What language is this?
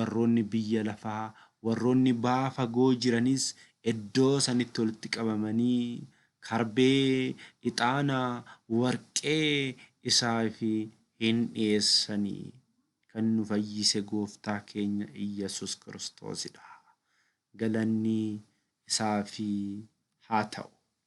Oromo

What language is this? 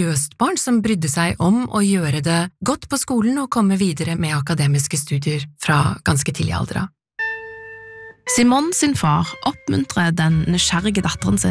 Norwegian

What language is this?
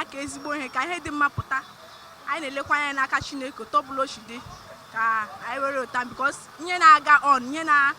Igbo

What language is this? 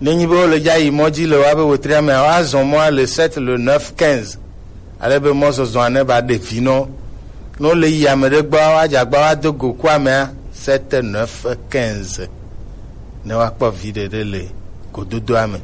Gen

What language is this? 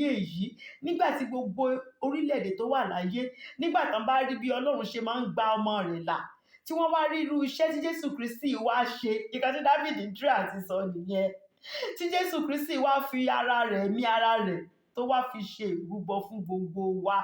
Yoruba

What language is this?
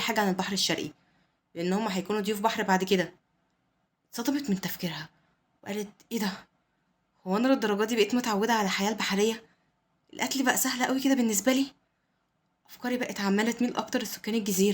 Egyptian Arabic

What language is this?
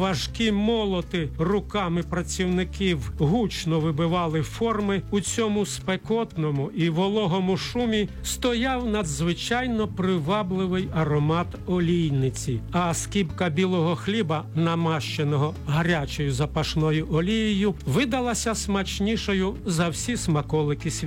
Ukrainian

